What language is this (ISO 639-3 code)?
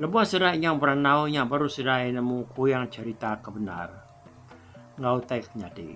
iba